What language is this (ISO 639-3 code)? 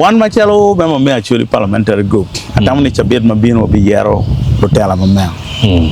ach